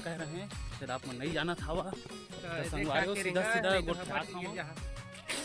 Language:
Chhattisgarhi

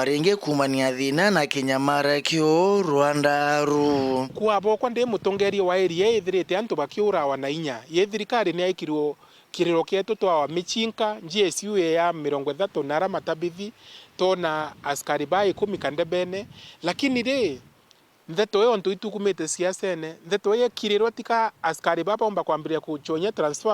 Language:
Meru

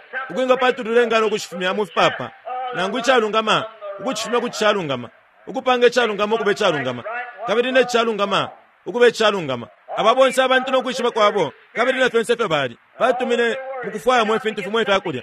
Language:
Bemba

